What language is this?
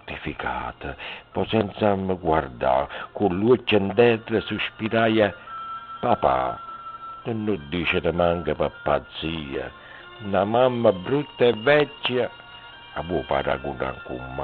Neapolitan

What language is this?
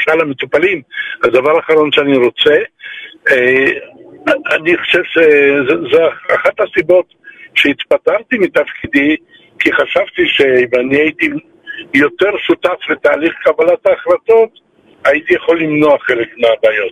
Hebrew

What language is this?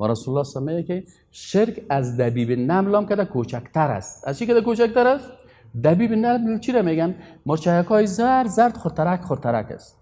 Persian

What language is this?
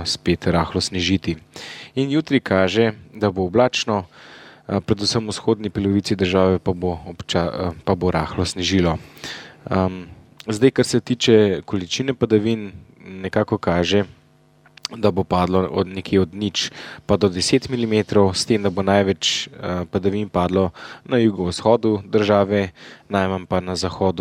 Slovenian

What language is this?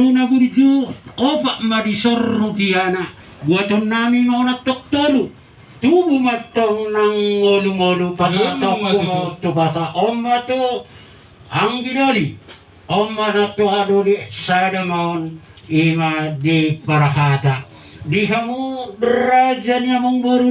Batak Toba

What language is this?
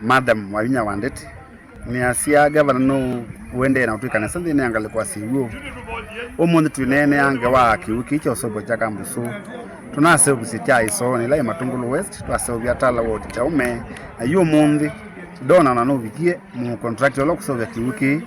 Kamba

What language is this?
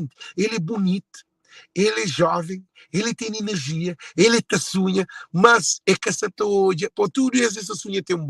Kabuverdianu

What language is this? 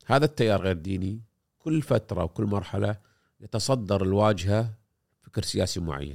Gulf Arabic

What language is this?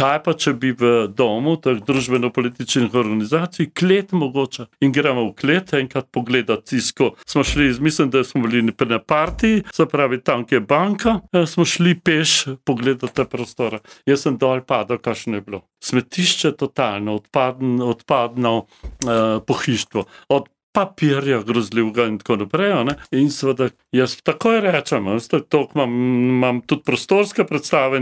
Slovenian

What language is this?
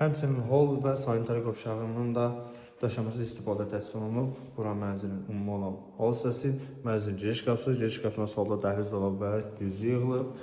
Azerbaijani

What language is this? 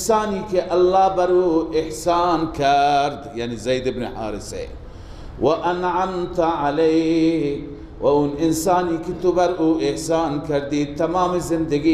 Persian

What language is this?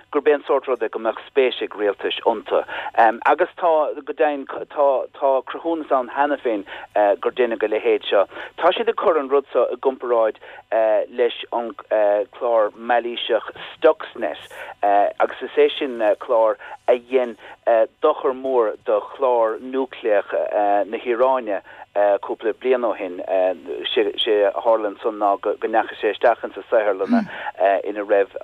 Irish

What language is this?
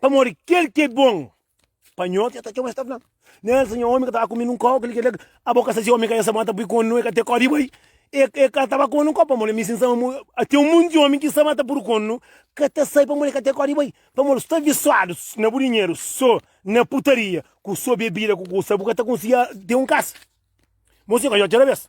Kabuverdianu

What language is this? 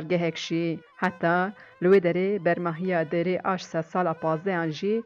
Kurdish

